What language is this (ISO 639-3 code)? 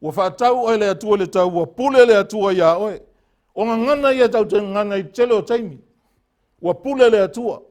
smo